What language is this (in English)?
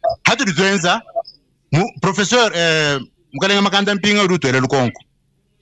Luba-Lulua